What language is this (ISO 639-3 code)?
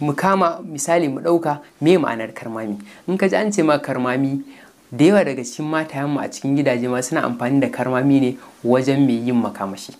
hau